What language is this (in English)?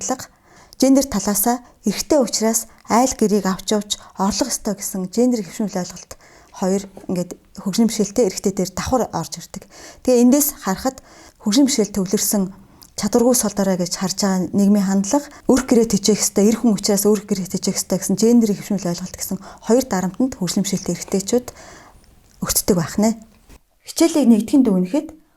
Mongolian